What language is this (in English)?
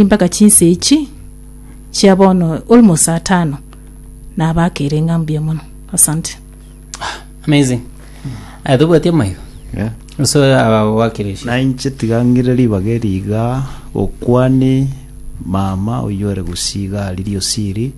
Gusii